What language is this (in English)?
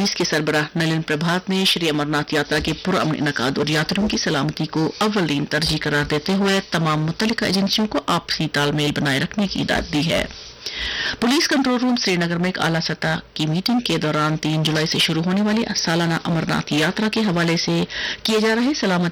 Urdu